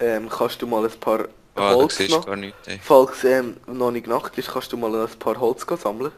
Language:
Swiss German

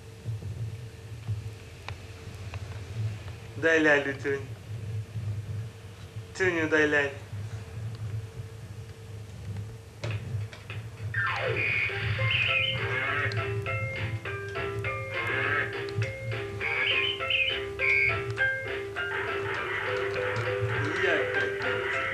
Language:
Ukrainian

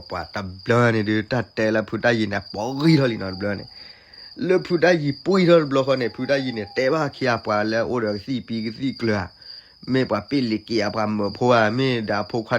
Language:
S'gaw Karen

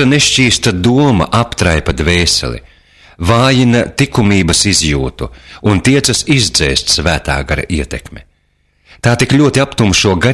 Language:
Latvian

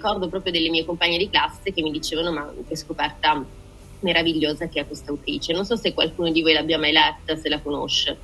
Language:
Italian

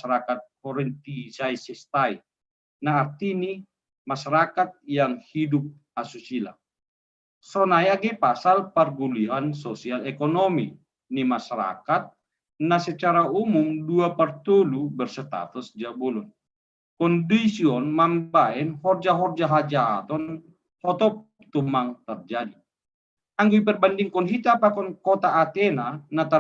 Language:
Batak Simalungun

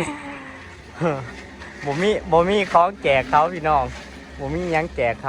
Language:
Northeastern Thai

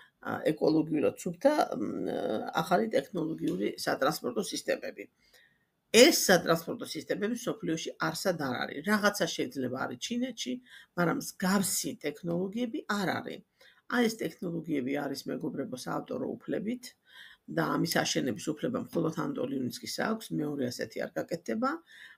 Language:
Georgian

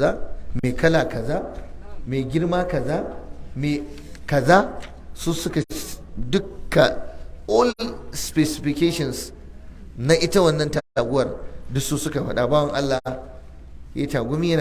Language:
Hausa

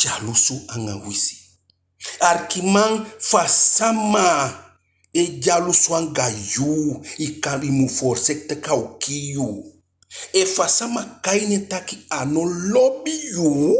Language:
Eastern Maroon Creole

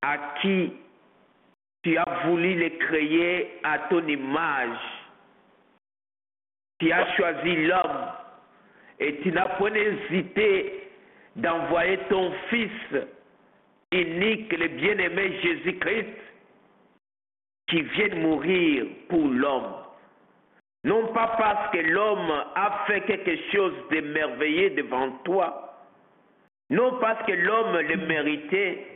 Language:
French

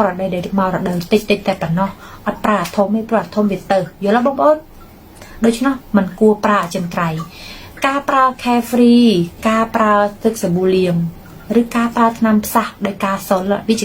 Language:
Khmer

